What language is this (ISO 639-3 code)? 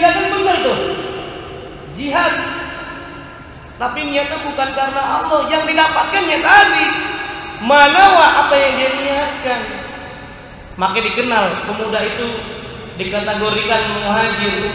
ind